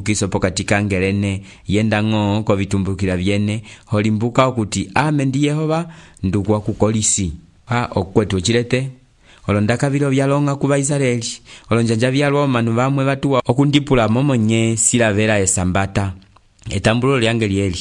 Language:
Umbundu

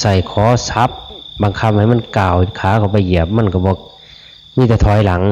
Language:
Northeastern Thai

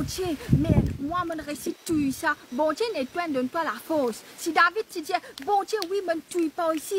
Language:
Morisyen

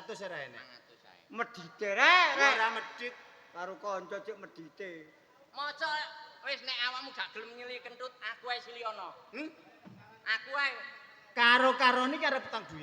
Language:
Javanese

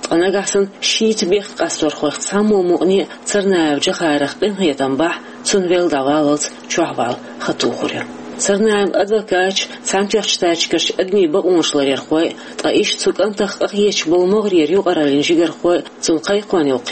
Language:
Chechen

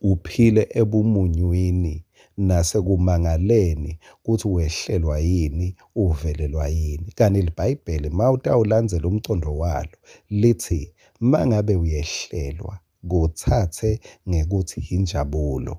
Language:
Swati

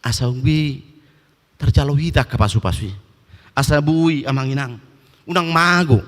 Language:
Batak Toba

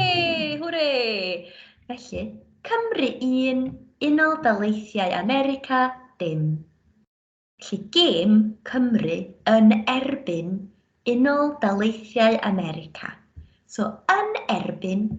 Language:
Welsh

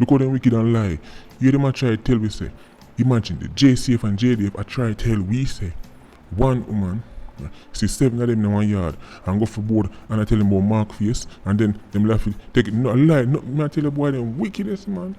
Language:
Jamaican Creole English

